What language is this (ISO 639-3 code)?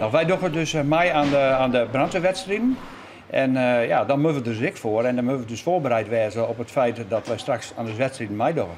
fry